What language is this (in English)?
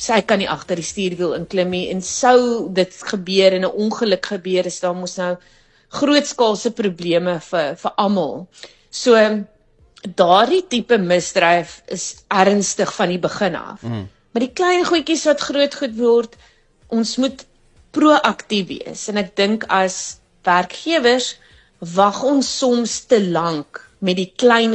Afrikaans